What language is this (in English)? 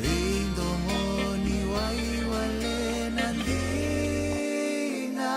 Fijian